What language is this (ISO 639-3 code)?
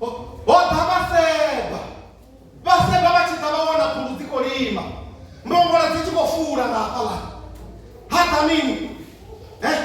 ven